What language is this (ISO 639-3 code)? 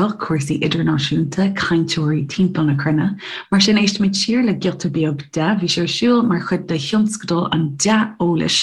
gle